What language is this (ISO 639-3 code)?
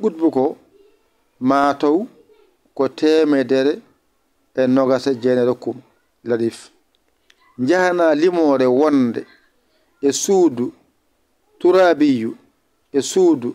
ful